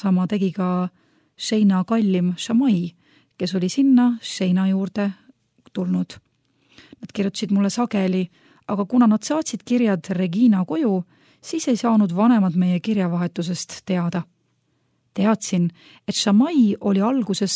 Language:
Estonian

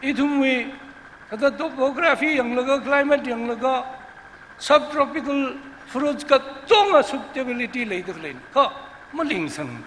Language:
Tangkhul Naga (India)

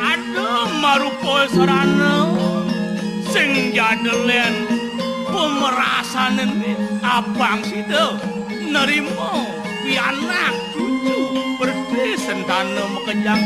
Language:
Balinese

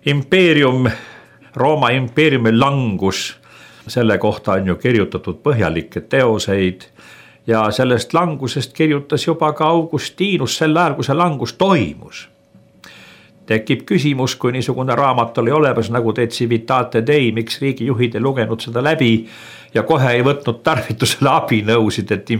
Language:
Estonian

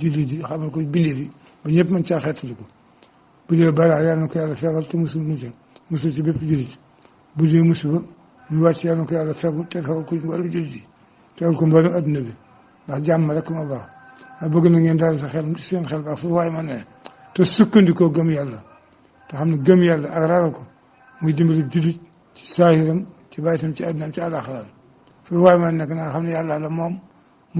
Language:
Wolof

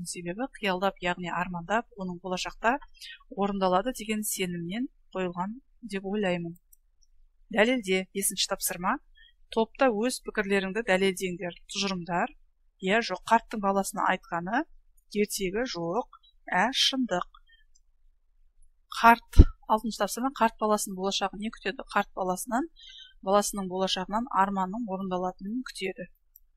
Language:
Kazakh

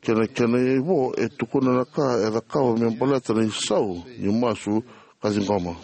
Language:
Fijian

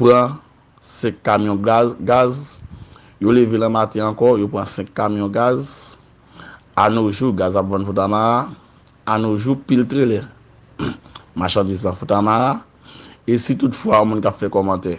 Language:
Haitian Creole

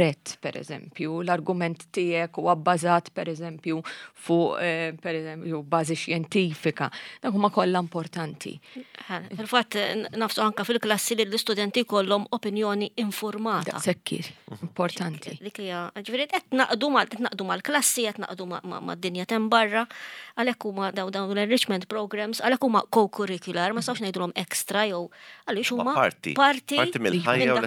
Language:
Maltese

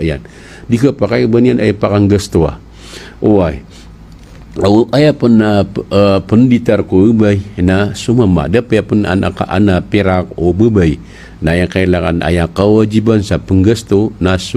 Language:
Maranao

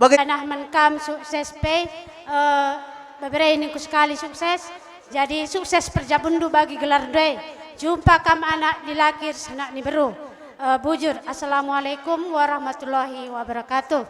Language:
Batak Karo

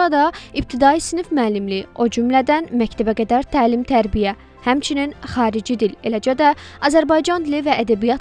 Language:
Azerbaijani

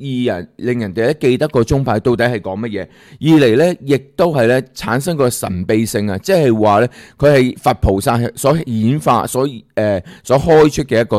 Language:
Cantonese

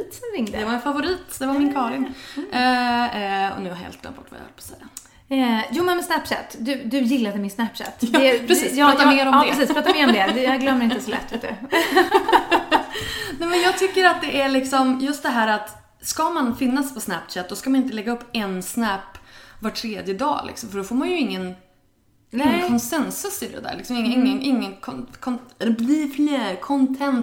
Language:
Swedish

